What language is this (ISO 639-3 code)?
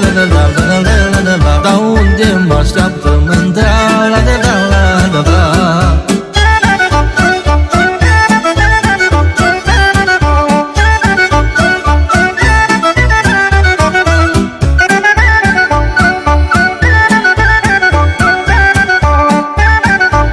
ron